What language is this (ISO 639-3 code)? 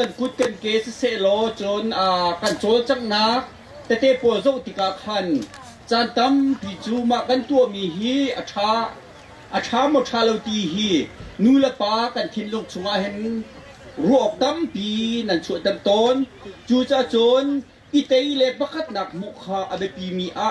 cnh